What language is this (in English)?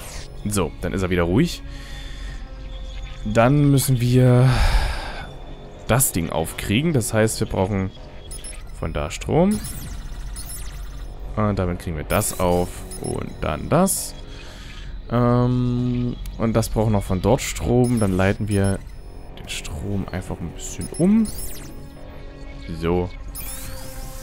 German